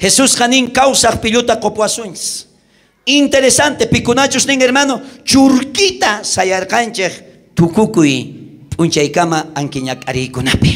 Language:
South Bolivian Quechua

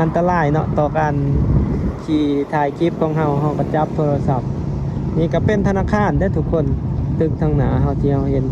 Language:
Lao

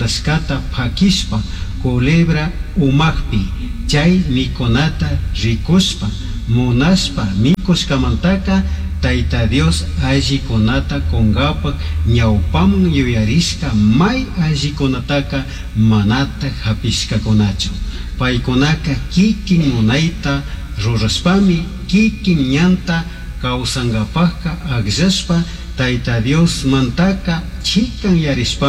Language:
Chimborazo Highland Quichua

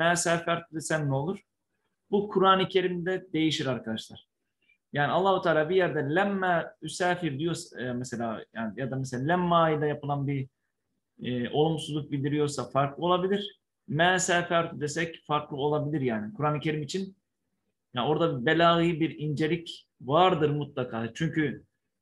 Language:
Turkish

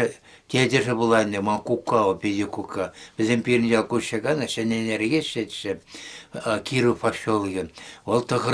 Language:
Chuvash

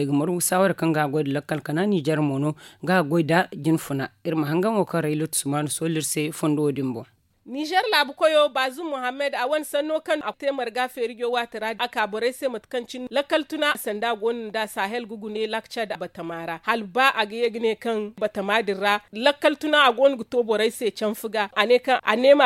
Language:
Zarma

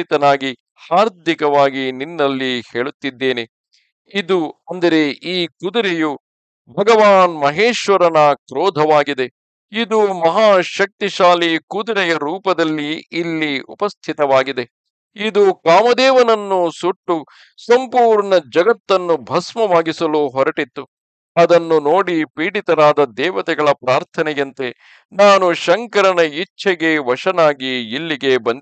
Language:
Kannada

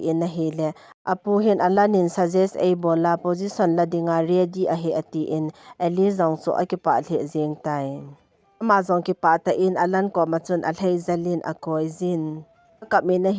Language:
Thado Chin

